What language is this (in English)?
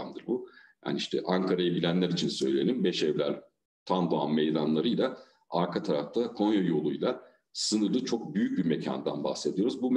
Turkish